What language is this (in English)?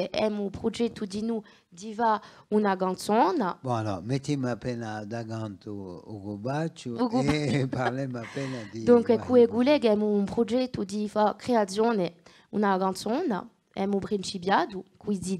Corsican